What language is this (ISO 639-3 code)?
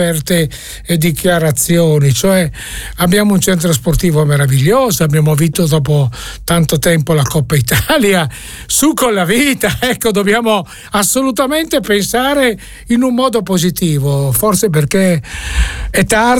ita